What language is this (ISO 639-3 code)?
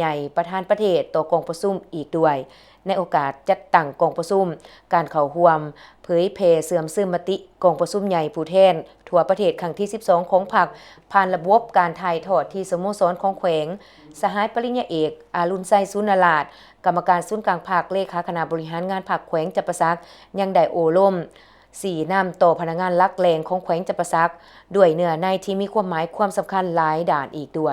lao